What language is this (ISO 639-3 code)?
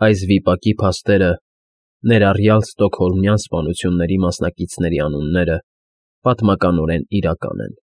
hye